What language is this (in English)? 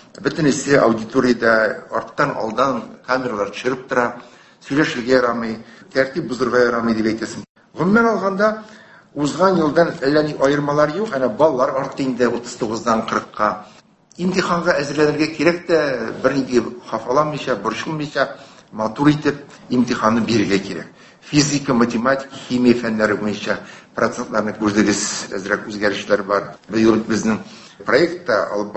Tatar